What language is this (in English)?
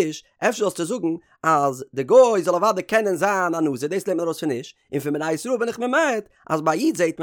Yiddish